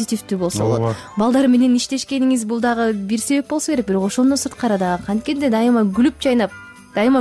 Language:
Kyrgyz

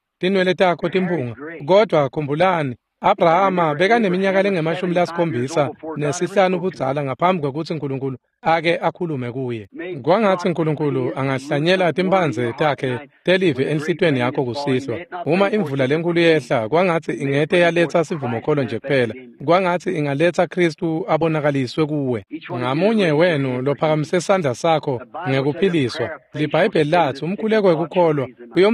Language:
Swati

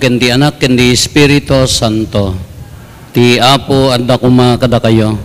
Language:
Iloko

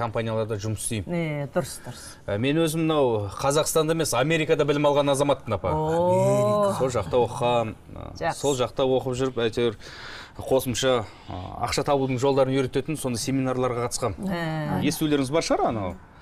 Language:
Kazakh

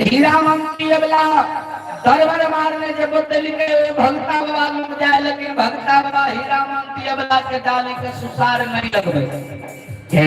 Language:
Maithili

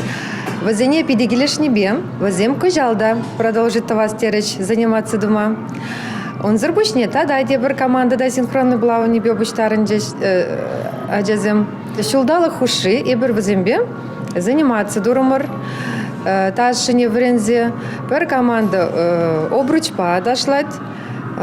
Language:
Chuvash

